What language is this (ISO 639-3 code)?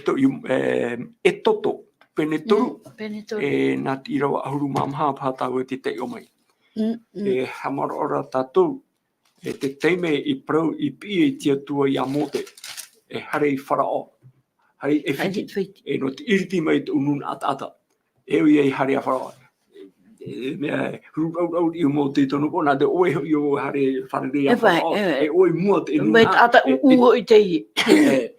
tah